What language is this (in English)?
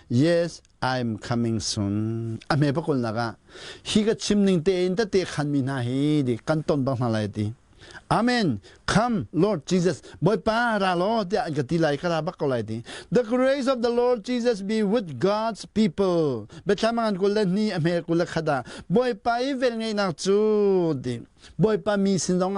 Hakha Chin